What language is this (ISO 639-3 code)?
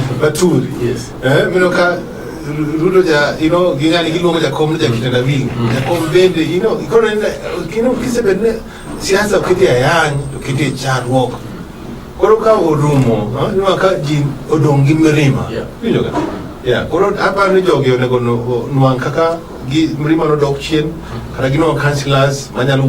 luo